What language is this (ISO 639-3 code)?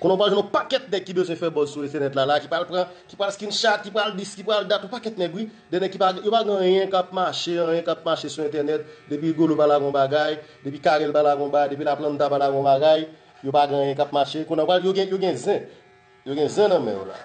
hat